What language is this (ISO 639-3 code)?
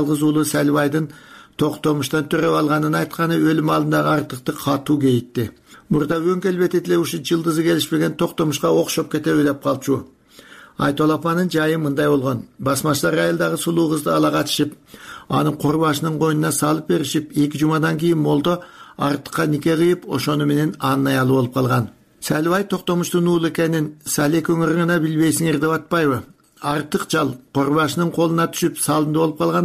kir